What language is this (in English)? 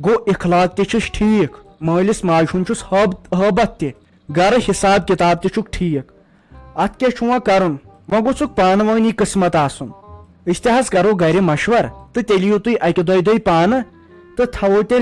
Kashmiri